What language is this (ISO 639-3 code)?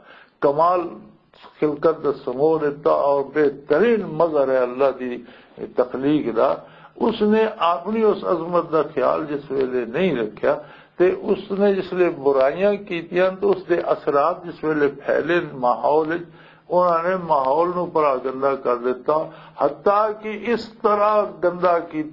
lah